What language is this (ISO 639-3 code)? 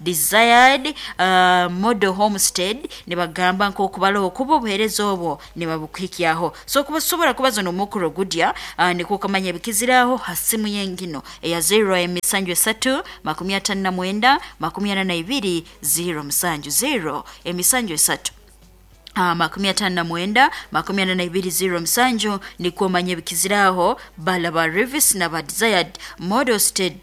nyn